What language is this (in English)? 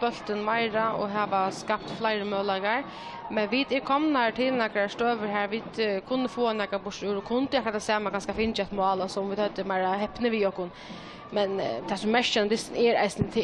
Faroese